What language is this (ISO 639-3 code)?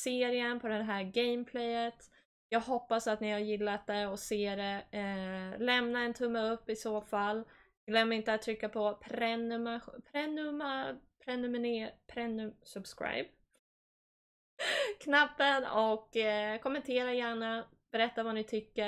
swe